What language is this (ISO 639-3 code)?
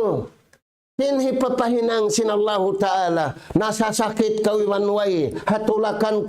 tsg